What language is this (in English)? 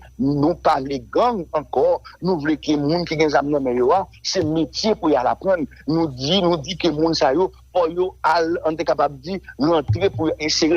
Haitian Creole